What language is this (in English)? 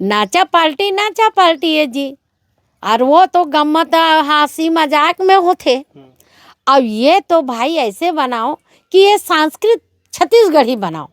Chhattisgarhi